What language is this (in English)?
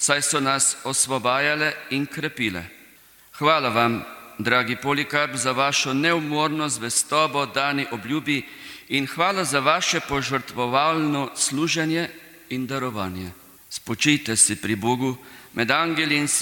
Slovenian